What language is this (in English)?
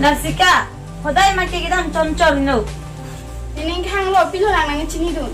Karbi